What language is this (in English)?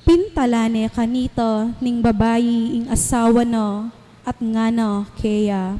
Pampanga